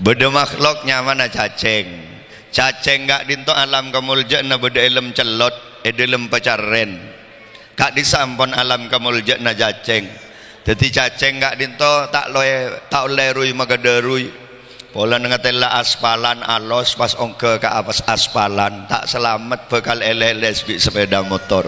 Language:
Madurese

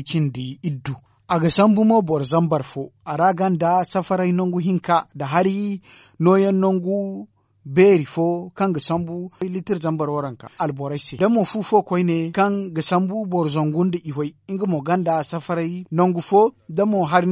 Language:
Zarma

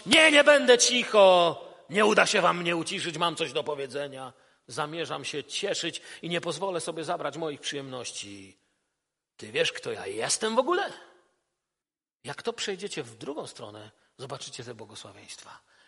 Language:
Polish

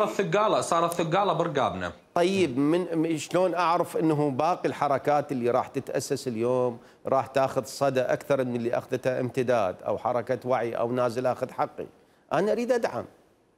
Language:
Mesopotamian Arabic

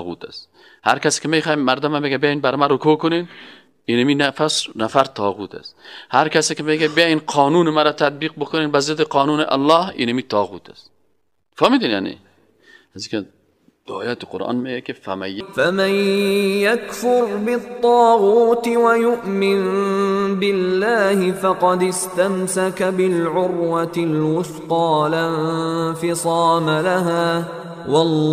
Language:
Persian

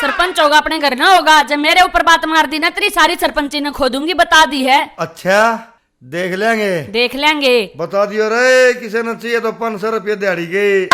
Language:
Haryanvi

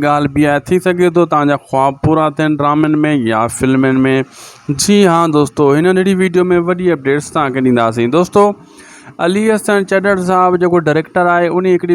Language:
Sindhi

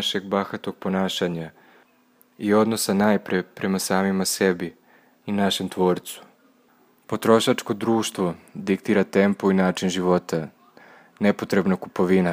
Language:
Serbian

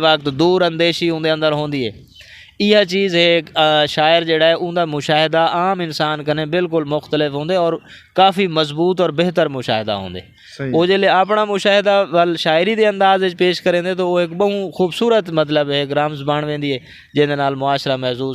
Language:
Saraiki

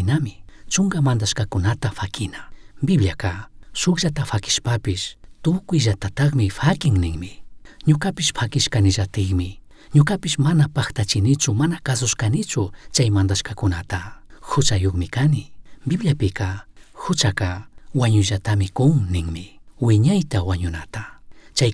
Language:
Chimborazo Highland Quichua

